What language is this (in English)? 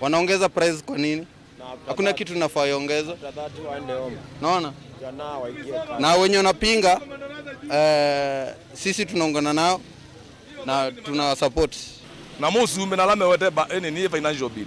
Kamba